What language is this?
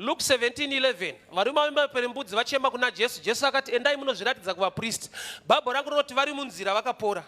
Shona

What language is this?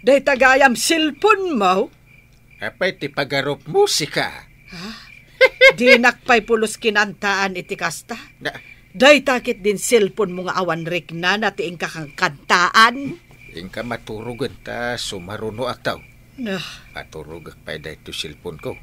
Iloko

